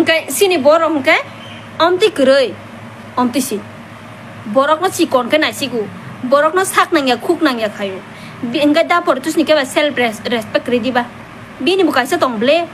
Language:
Kok Borok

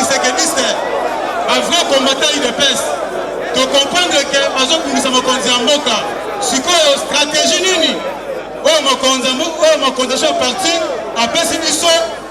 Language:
Lingala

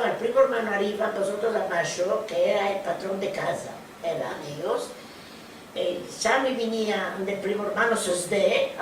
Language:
Ladino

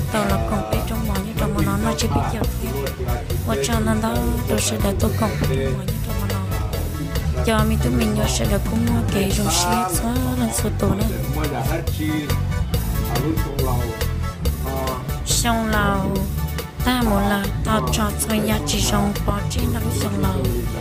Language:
Vietnamese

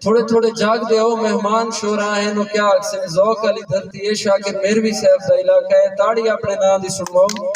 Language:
Saraiki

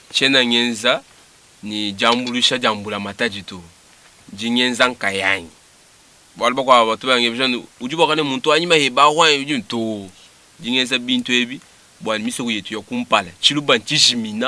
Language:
Luba-Lulua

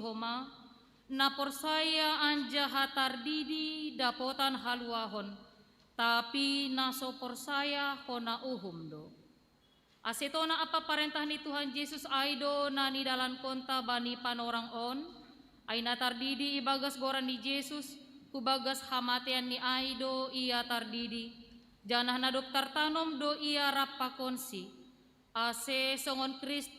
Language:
Batak Simalungun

